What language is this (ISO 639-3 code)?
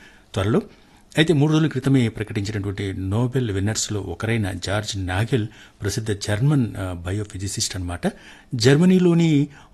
tel